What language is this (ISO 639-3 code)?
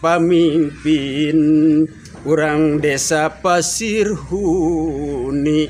sun